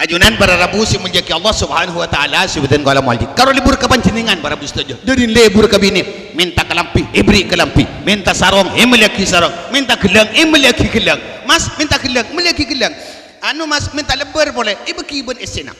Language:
Madurese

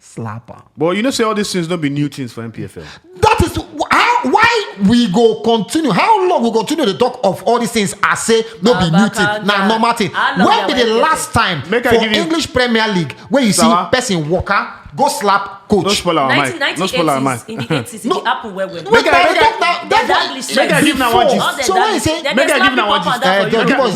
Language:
Nigerian Pidgin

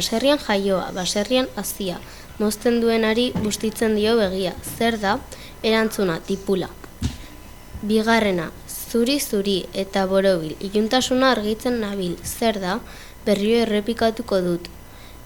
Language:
Basque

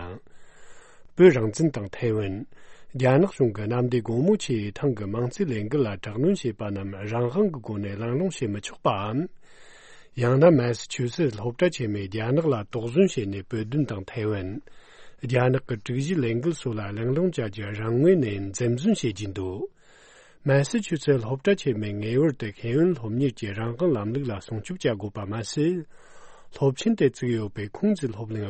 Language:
Tibetan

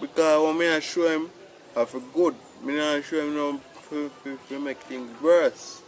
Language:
Jamaican Creole English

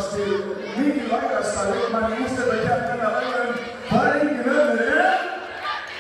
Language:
Icelandic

